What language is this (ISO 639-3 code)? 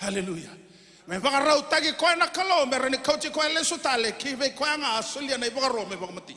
fij